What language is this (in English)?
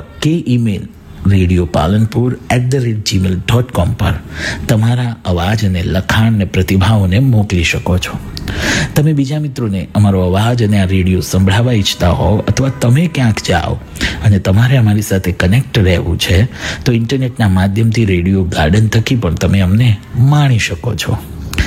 Gujarati